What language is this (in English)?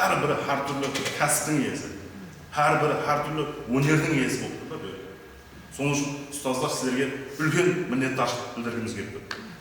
Kara-Kalpak